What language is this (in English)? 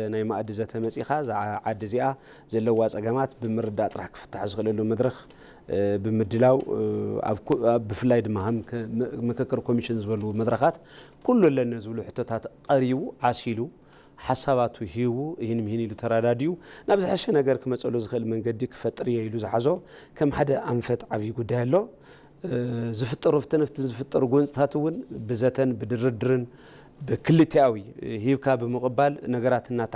Tigrinya